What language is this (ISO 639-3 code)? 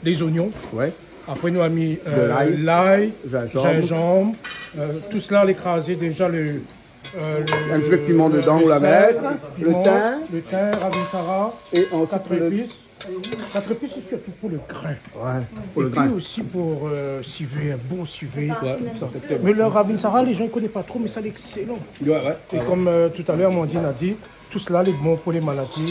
rcf